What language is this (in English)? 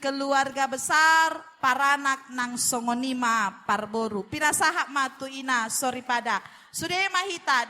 Batak Toba